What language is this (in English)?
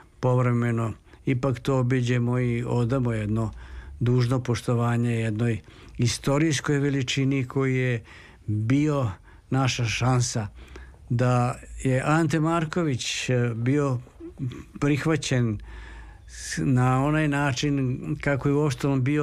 Serbian